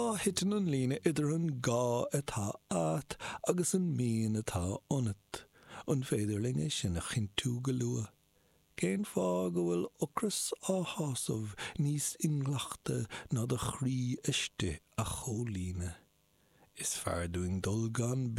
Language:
Irish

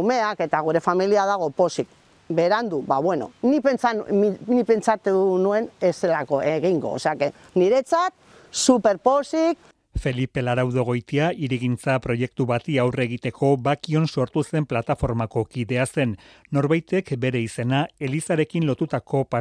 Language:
Basque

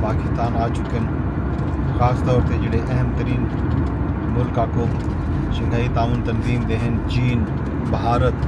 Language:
Saraiki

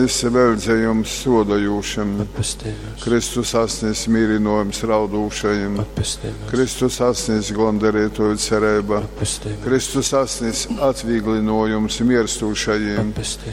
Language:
Latgalian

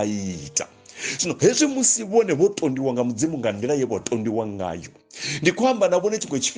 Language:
Venda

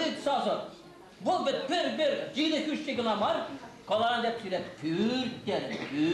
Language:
Chuvash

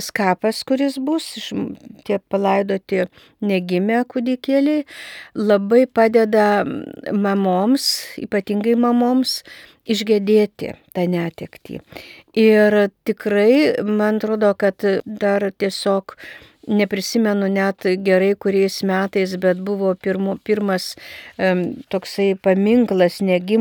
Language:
Lithuanian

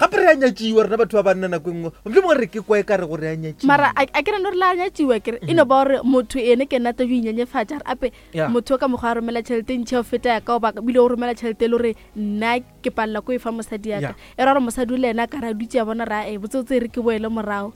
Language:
Northern Sotho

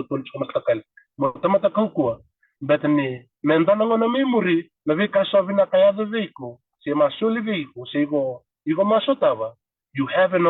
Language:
Fijian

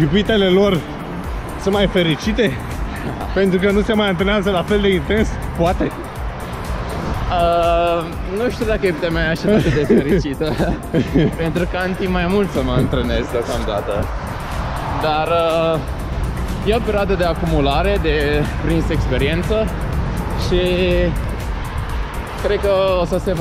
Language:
Romanian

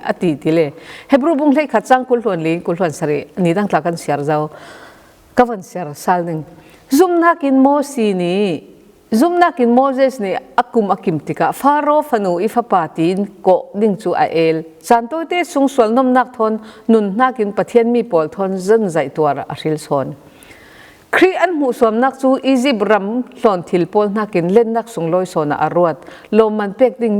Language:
Falam Chin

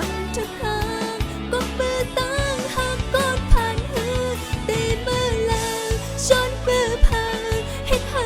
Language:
Shan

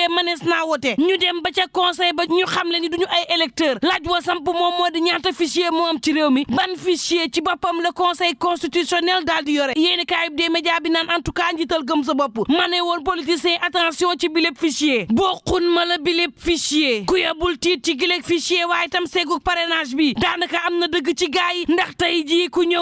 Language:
Wolof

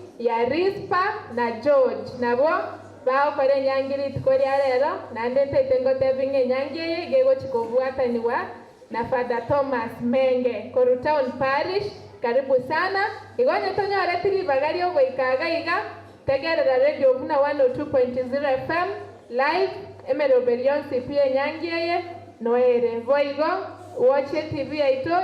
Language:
Gusii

